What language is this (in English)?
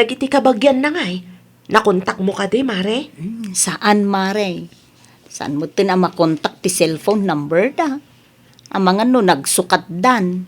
Iloko